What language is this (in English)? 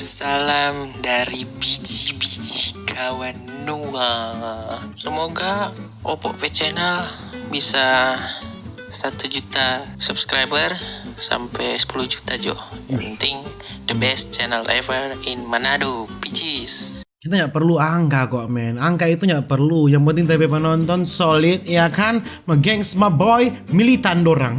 Manado Malay